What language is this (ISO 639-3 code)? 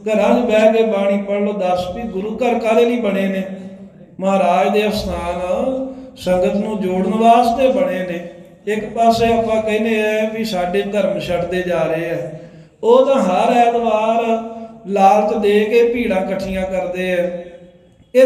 pan